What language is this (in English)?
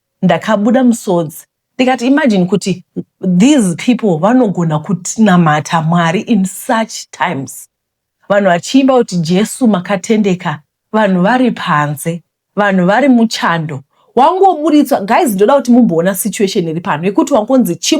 Shona